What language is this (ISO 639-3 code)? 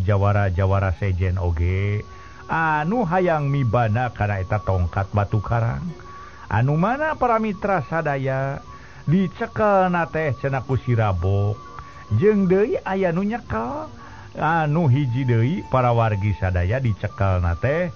sun